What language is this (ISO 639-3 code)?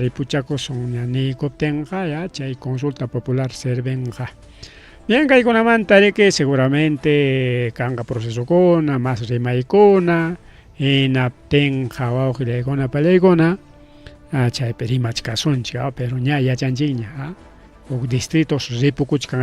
quy